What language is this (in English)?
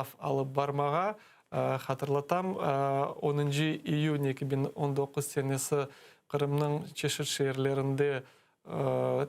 Crimean Tatar